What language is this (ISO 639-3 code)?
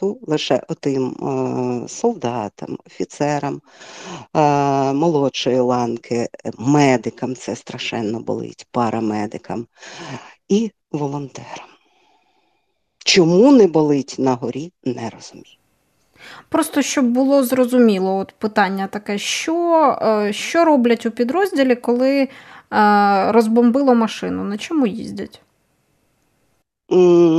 ukr